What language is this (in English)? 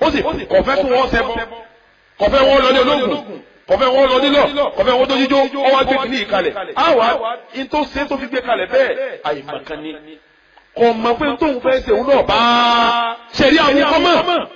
Yoruba